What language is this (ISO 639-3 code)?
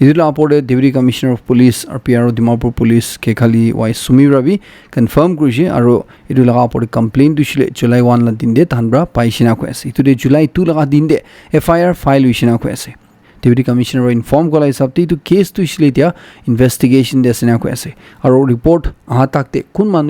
nag